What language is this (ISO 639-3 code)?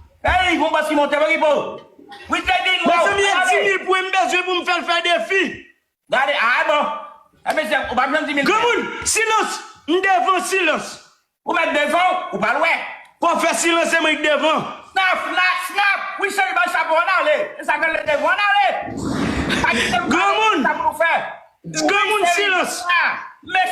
hat